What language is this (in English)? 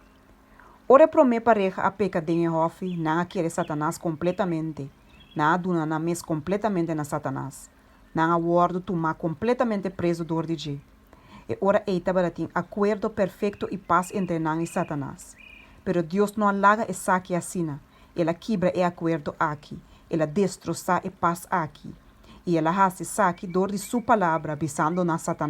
Papiamento